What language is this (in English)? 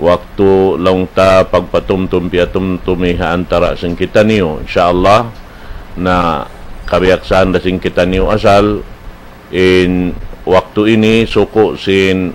Tausug